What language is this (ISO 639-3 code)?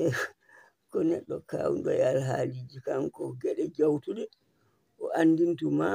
ful